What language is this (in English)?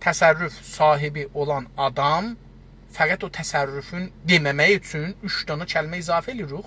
South Azerbaijani